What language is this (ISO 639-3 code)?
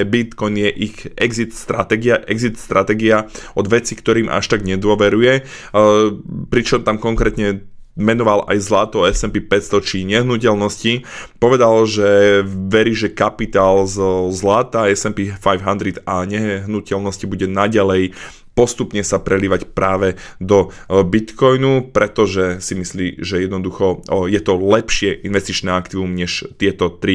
slk